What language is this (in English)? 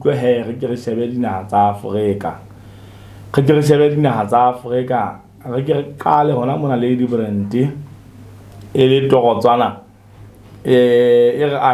Southern Sotho